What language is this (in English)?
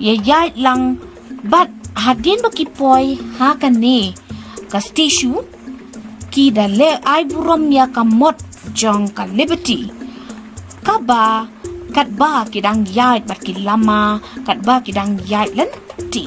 Khasi